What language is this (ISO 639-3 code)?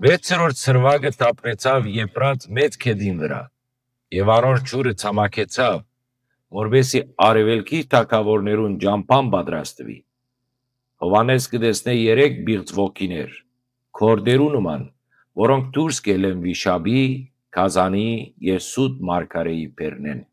hyw